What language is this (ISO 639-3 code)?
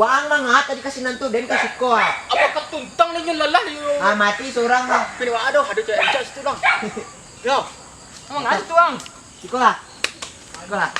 min